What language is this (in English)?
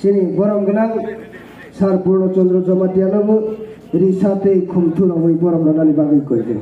Kok Borok